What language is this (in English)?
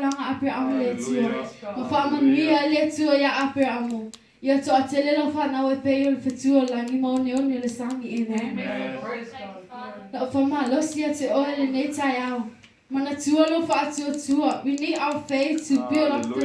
Samoan